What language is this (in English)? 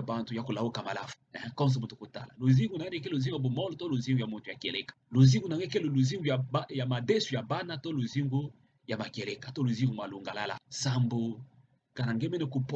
Kituba (Democratic Republic of Congo)